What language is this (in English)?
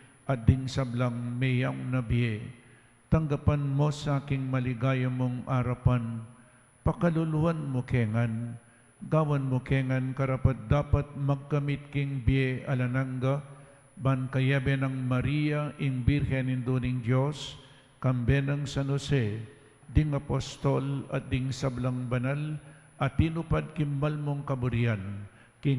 Pampanga